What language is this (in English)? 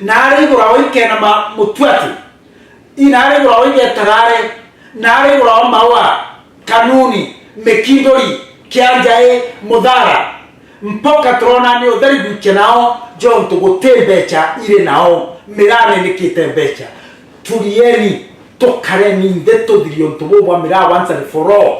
Meru